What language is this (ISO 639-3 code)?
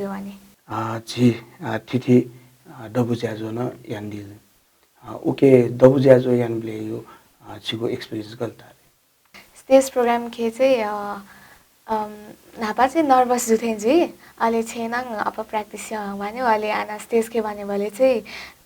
new